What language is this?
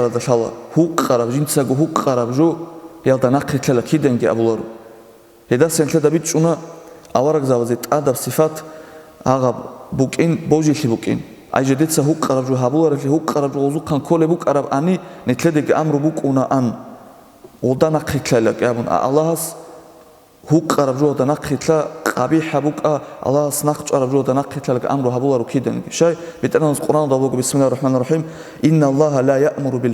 Avaric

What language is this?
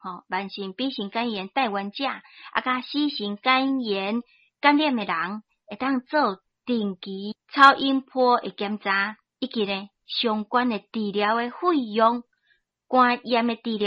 Min Nan Chinese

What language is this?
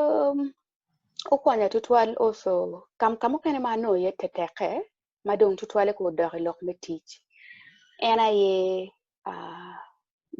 Acoli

